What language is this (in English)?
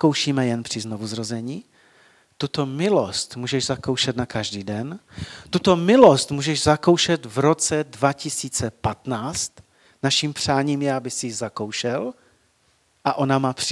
Czech